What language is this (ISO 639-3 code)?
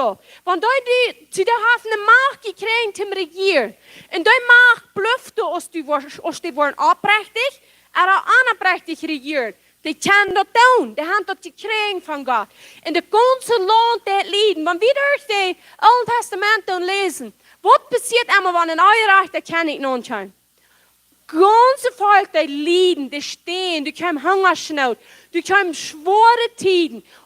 pdt